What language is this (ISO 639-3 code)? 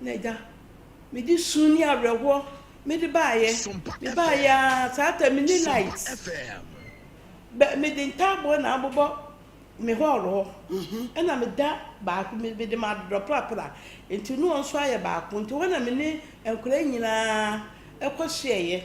aka